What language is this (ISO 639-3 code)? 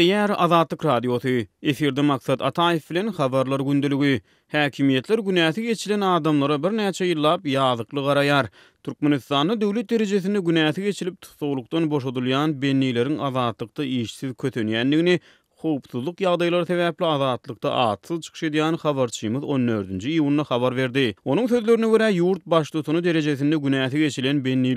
tuk